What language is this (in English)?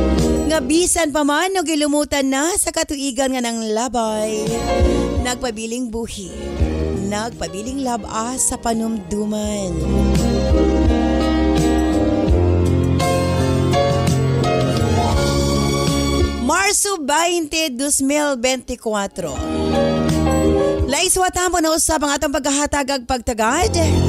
Cebuano